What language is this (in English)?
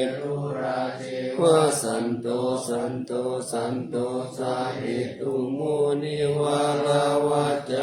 Pali